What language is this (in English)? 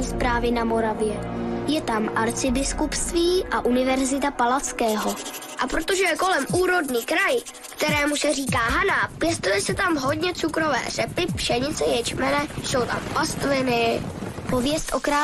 Czech